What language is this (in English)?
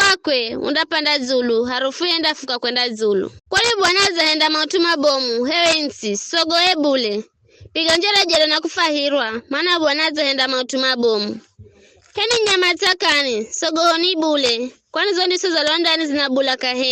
Giryama